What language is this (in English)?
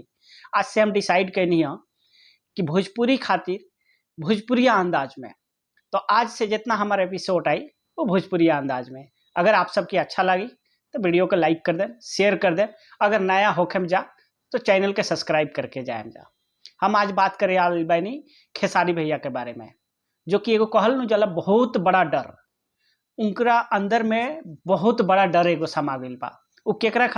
Bhojpuri